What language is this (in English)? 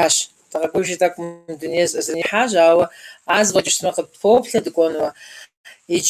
Kabardian